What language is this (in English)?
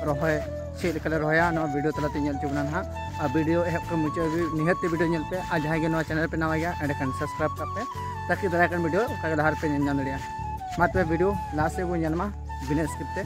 Santali